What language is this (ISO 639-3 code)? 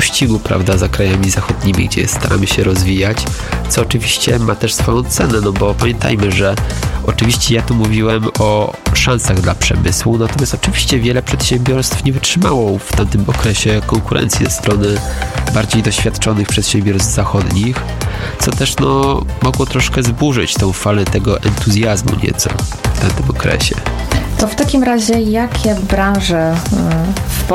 pol